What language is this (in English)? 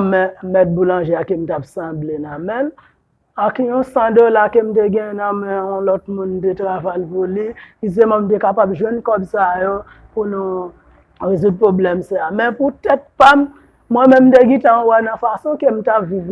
Haitian Creole